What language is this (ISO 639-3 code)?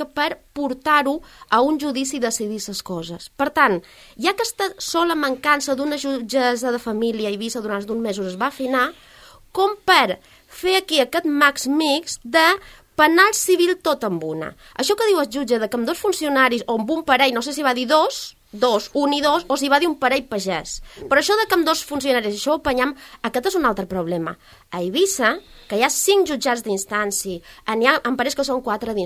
cat